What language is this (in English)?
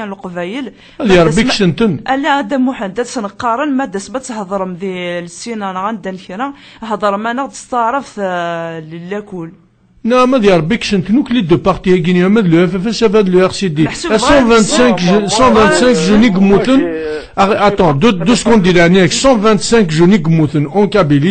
Kabyle